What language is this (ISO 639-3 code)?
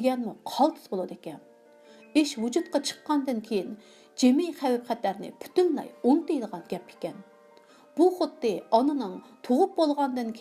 uig